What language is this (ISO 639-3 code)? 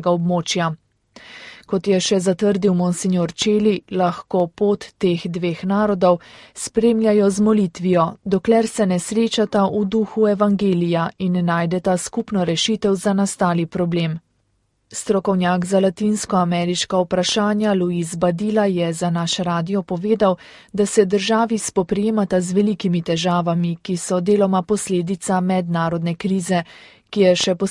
slv